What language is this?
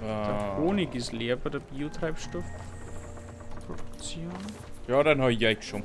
Bavarian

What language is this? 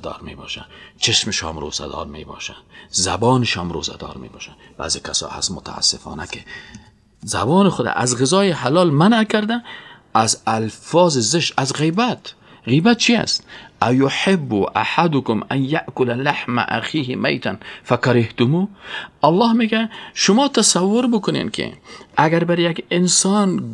Persian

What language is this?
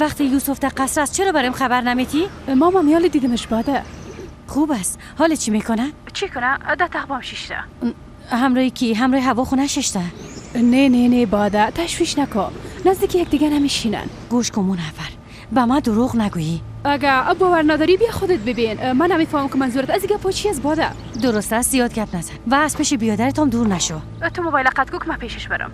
Persian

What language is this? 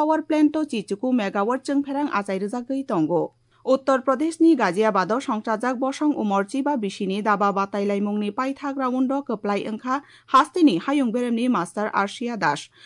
Kok Borok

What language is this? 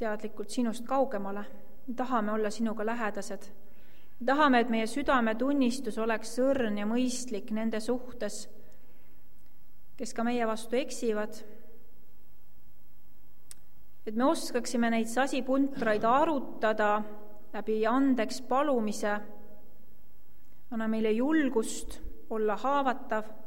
Estonian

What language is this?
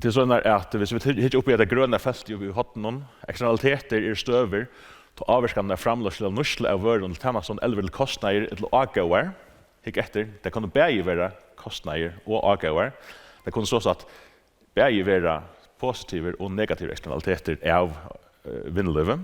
Faroese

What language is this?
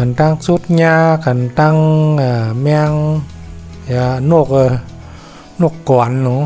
Shan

